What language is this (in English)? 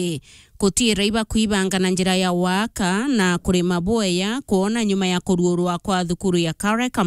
Meru